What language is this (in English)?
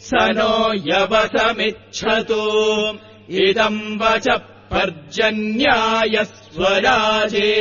Sanskrit